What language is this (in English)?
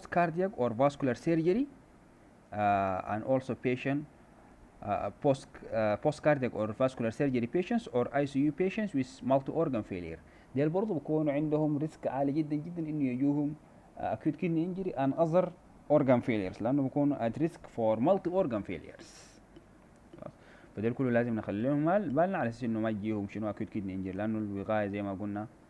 Sudanese Arabic